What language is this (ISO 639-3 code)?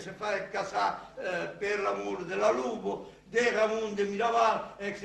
oci